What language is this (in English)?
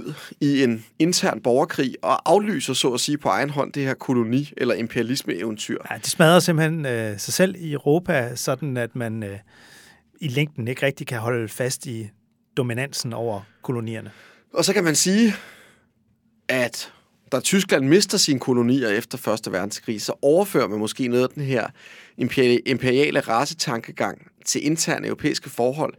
Danish